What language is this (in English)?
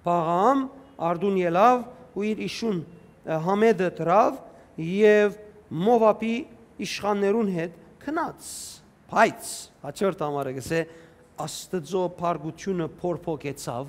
Western Armenian